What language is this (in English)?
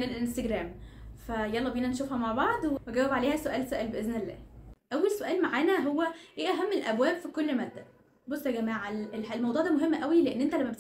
Egyptian Arabic